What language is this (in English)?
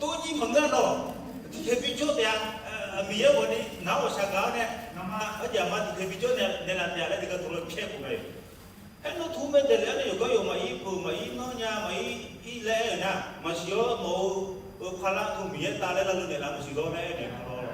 Akha